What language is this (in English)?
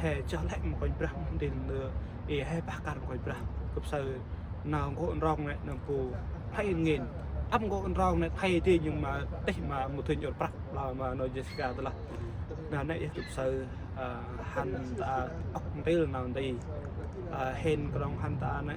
Central Mnong